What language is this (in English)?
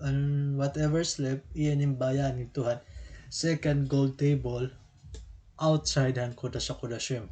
Waray